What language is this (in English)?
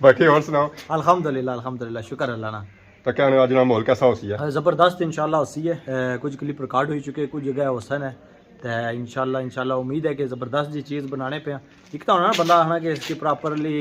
Pahari-Potwari